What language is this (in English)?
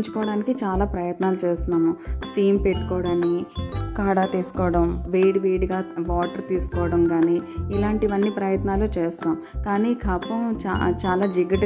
Telugu